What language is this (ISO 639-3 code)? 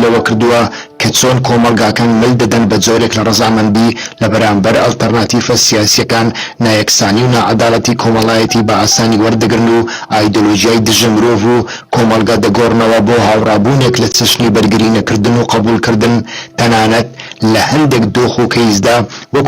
ckb